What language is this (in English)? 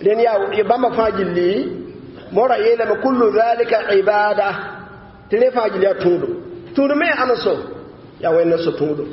Mossi